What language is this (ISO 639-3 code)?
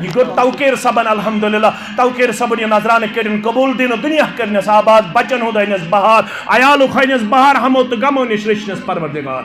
kas